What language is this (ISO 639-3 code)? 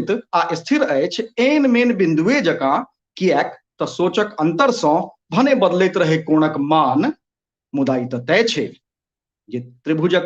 mai